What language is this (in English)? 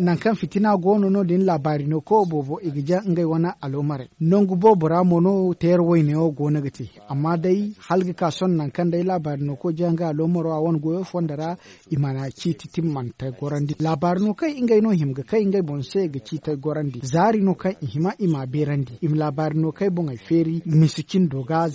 Zarma